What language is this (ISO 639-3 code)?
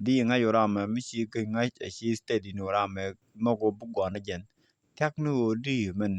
nus